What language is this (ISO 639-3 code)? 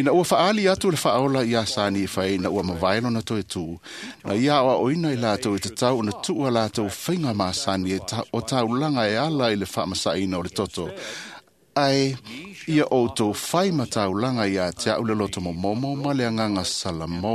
smo